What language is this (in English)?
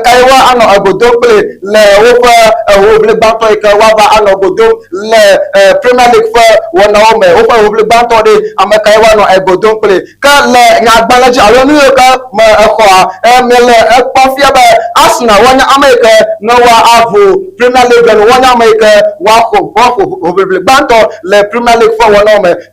Ewe